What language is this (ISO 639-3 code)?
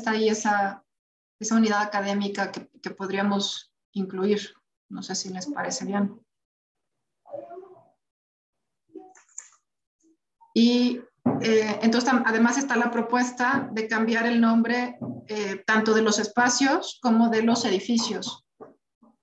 spa